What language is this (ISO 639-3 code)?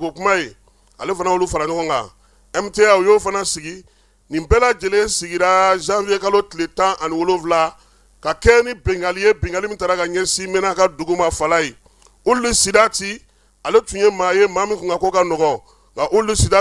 bam